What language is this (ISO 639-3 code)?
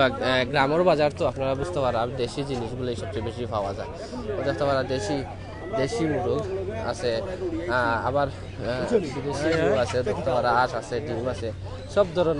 syl